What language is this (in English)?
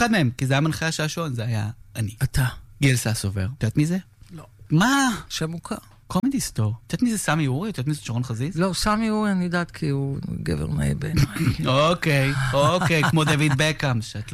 Hebrew